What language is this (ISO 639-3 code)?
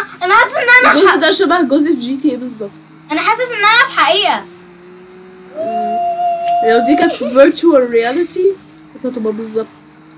arz